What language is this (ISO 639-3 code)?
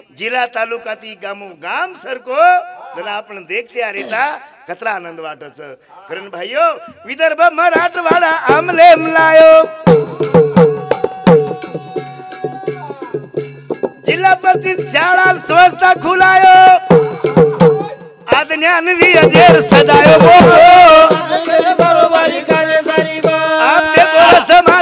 lmn